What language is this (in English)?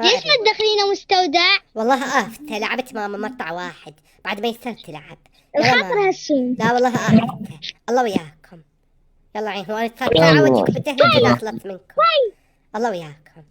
Mesopotamian Arabic